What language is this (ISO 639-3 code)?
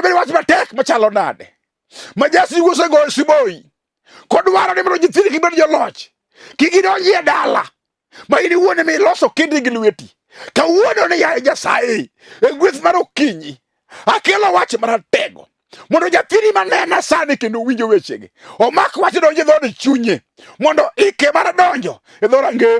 luo